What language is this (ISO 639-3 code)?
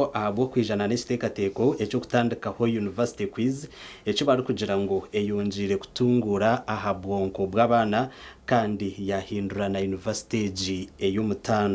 nyn